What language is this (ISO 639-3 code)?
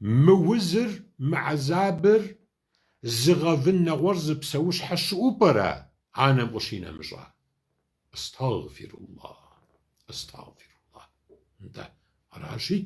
kbd